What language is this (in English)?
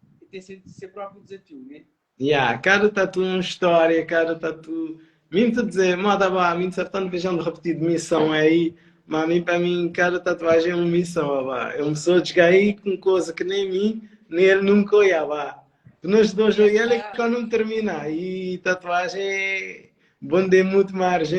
Kabuverdianu